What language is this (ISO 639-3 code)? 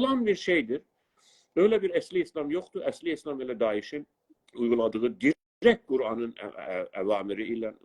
azb